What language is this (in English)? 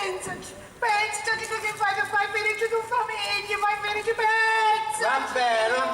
Sicilian